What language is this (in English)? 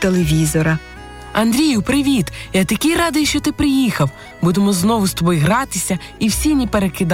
Ukrainian